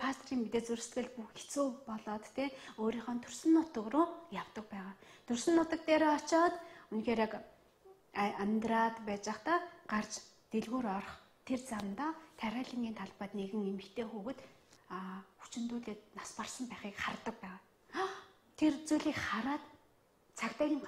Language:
Mongolian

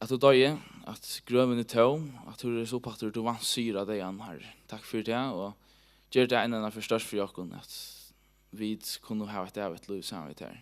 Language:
Faroese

